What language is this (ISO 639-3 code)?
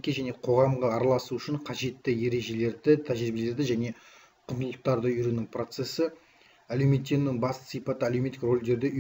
kaz